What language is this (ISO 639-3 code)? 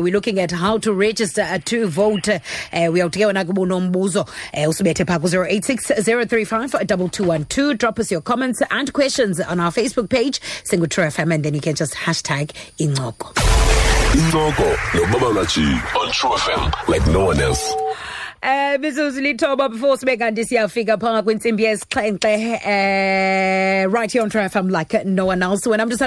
xho